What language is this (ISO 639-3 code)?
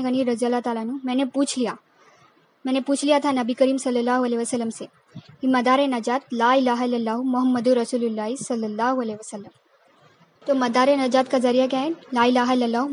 urd